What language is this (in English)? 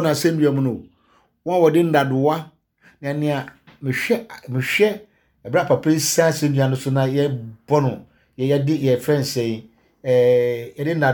Akan